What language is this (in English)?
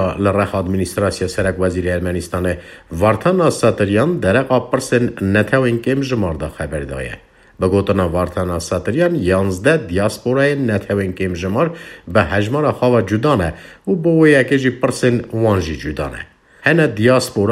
Kurdish